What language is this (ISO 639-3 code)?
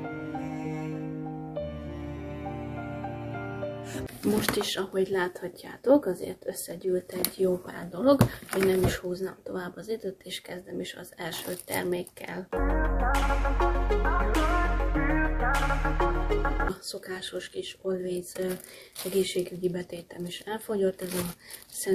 hun